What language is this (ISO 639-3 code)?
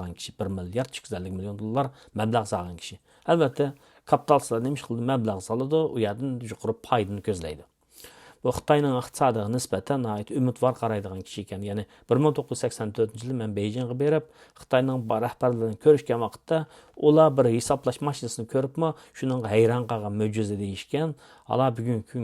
uig